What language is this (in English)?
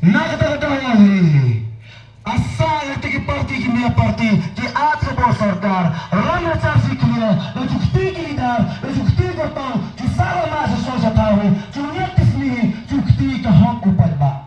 Khasi